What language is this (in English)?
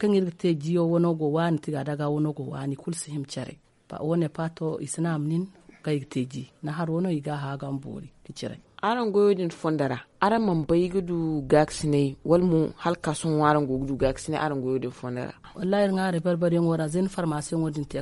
Zarma